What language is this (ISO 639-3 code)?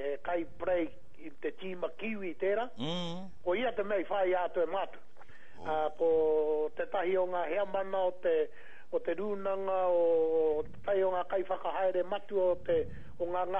mri